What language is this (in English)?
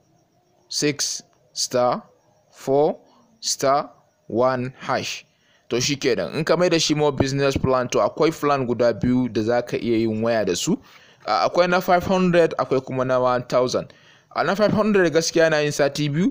Hausa